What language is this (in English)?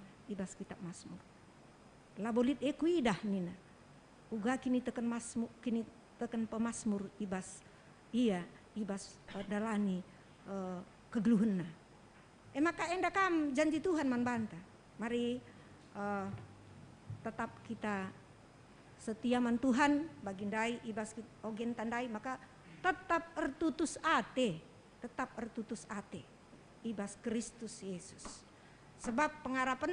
Batak Karo